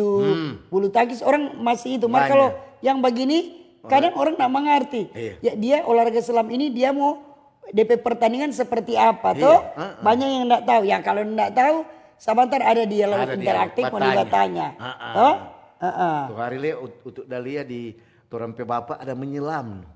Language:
Manado Malay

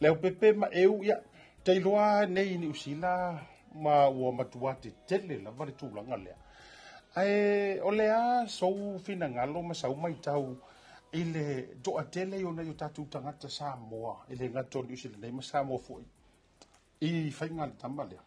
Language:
Samoan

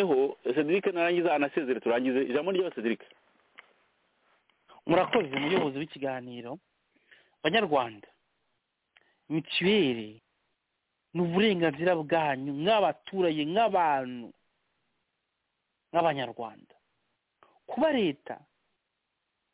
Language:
Kinyarwanda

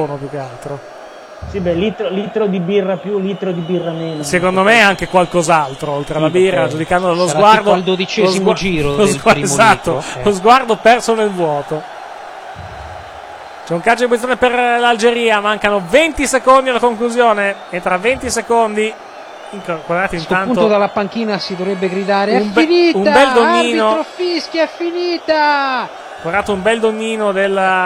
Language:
Italian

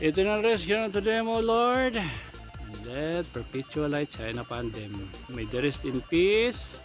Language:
Waray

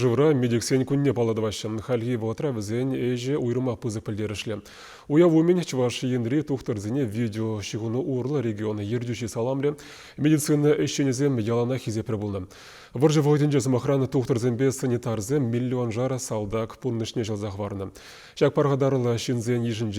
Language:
Chuvash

